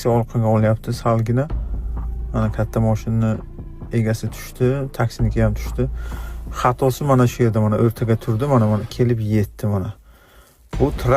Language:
Uzbek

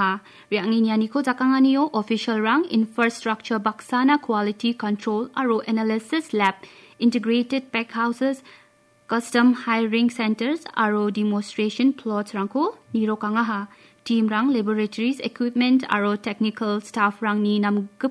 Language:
Garo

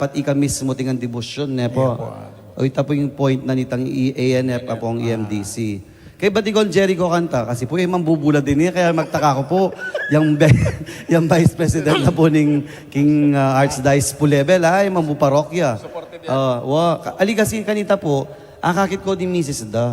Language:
Pampanga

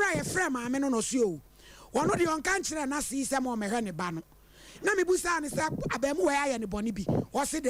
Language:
Akan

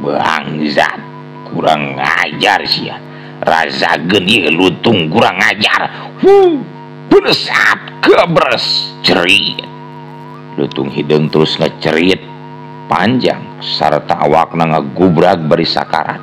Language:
Sundanese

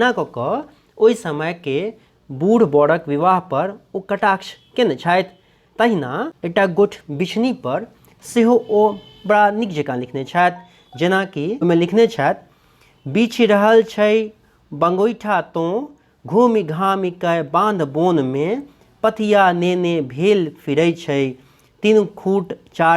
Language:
Maithili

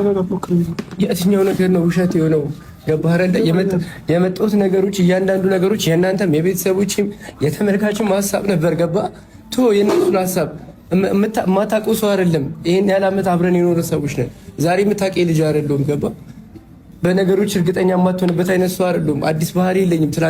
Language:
Amharic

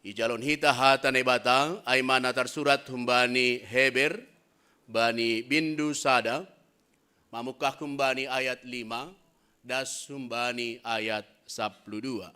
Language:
Batak Simalungun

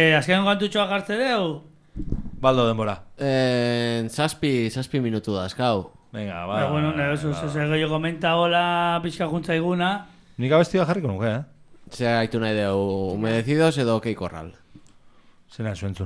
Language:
Basque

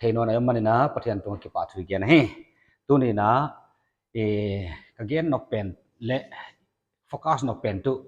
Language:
Paite Chin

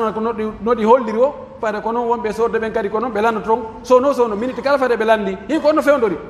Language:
Pular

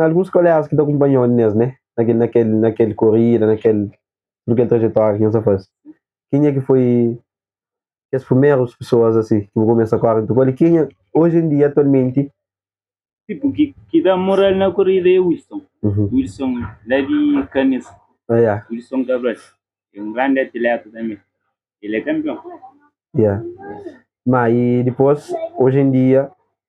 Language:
Kabuverdianu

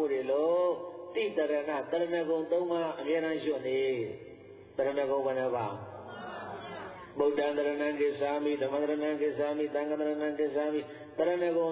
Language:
Burmese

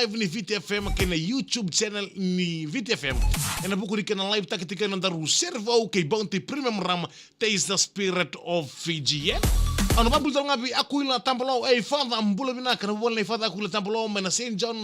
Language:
Fijian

